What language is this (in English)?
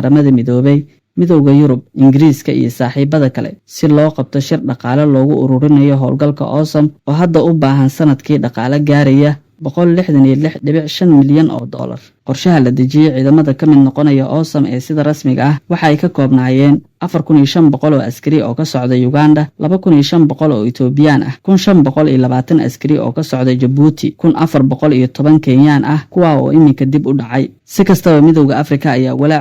Somali